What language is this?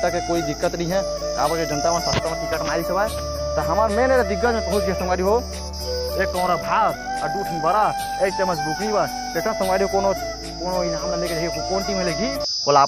Chhattisgarhi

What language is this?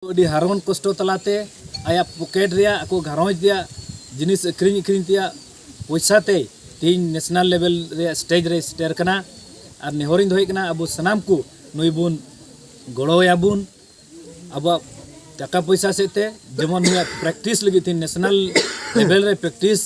Santali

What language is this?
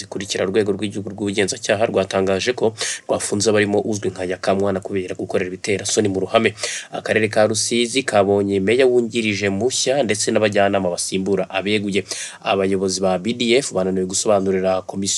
Kinyarwanda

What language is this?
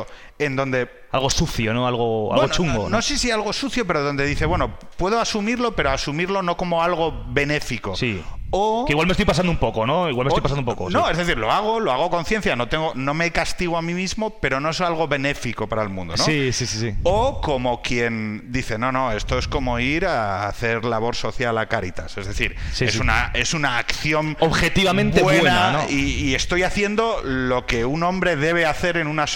Spanish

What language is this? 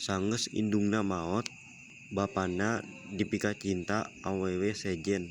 Sundanese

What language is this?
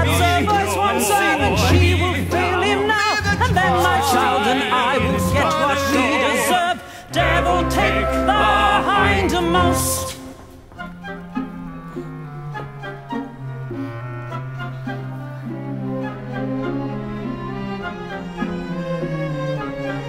English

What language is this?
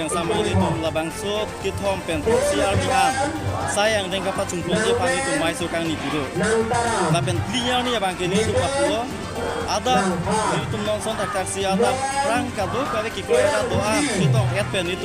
Karbi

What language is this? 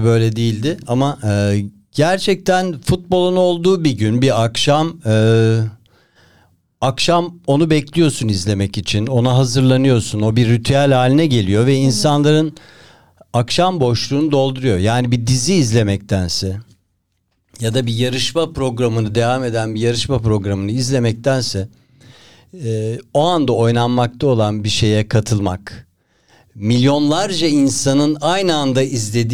Turkish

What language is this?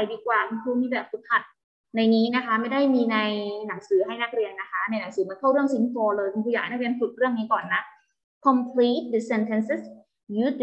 Thai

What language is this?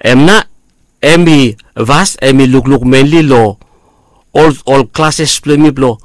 Bislama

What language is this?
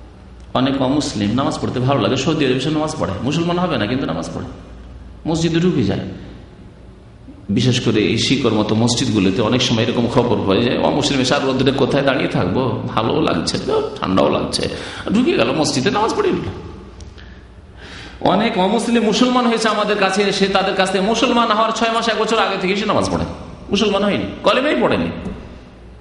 Bangla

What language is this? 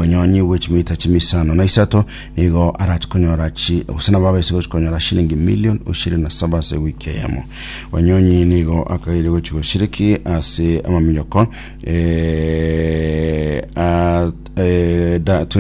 Gusii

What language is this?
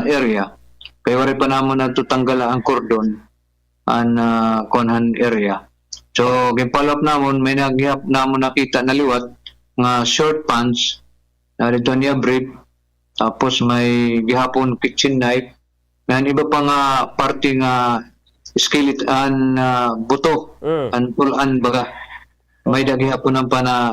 Waray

